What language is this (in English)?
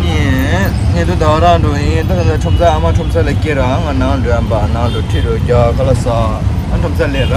Tibetan